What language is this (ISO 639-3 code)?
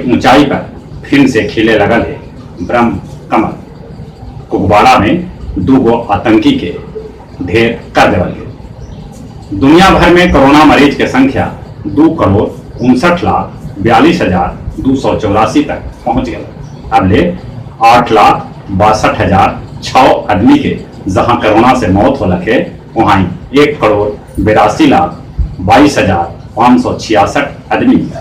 mag